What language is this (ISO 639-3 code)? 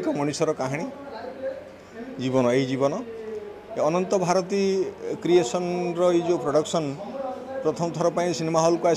ori